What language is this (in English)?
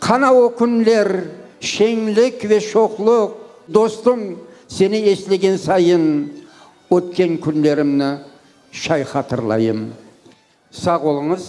Crimean Tatar